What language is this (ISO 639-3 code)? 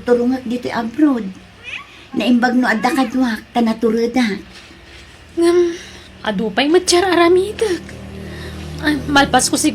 ilo